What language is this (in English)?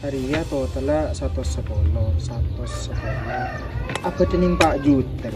Madurese